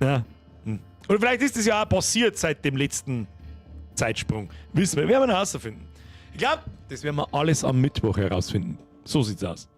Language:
Bavarian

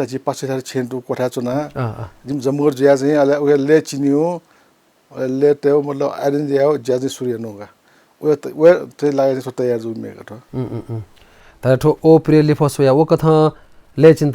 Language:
Newari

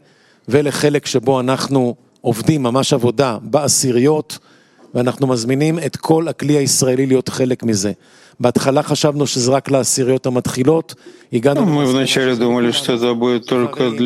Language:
Hebrew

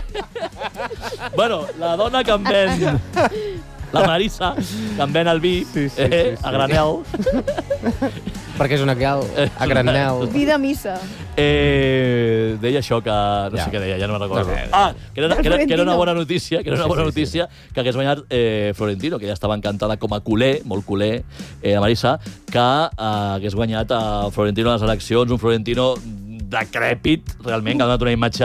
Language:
Catalan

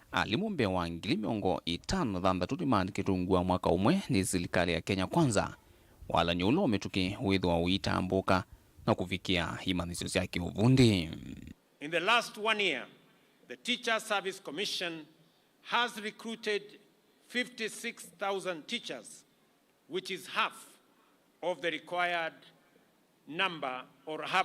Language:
Kamba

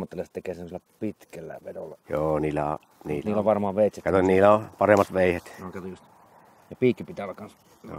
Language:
Finnish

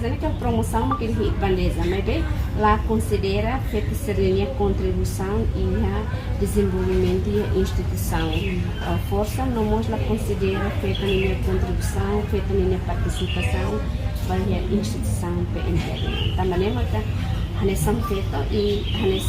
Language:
Tetum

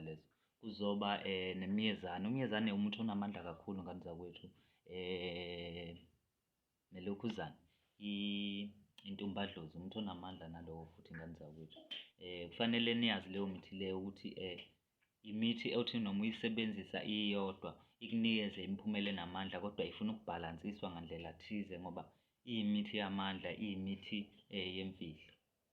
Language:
Zulu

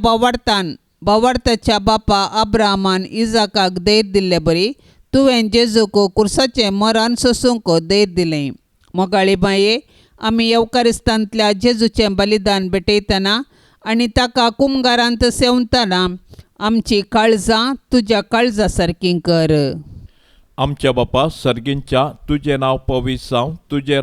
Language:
Konkani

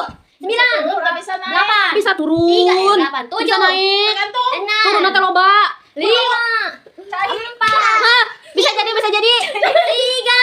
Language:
Sundanese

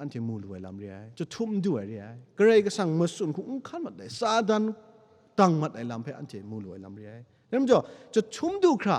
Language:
Kachin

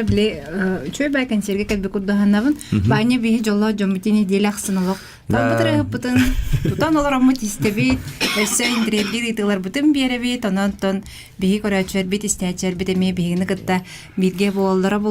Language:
Yakut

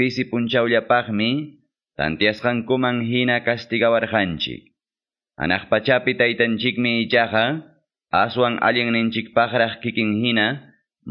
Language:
Quechua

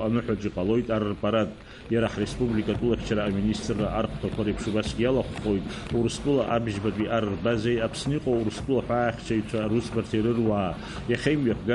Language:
Abkhazian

